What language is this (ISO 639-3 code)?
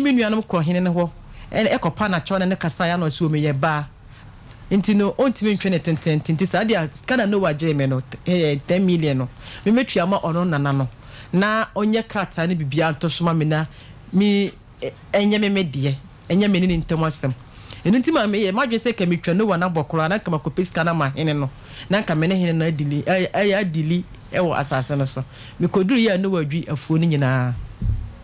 aka